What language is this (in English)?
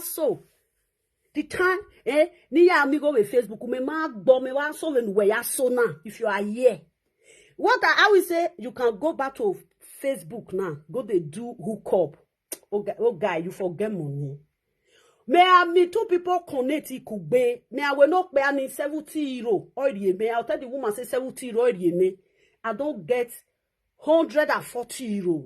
Nigerian Pidgin